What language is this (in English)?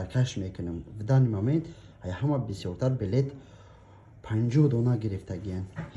Tajik